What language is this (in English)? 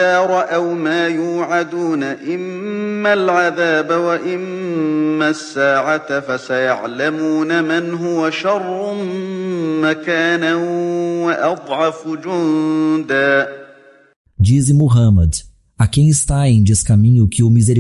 Galician